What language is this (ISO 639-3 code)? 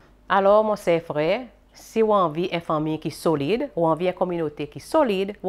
crs